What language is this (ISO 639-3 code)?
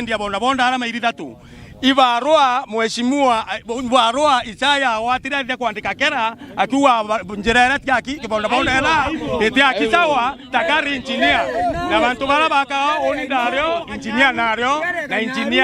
mer